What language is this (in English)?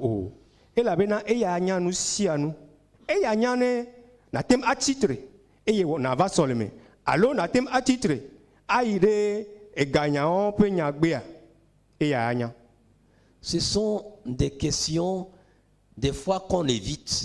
Ewe